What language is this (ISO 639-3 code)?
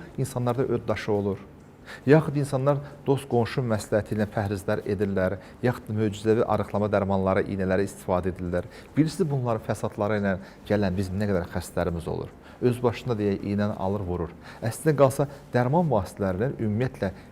aze